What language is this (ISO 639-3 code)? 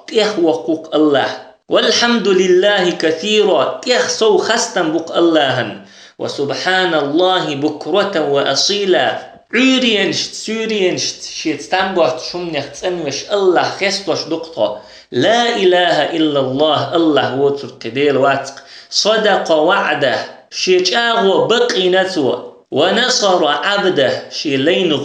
che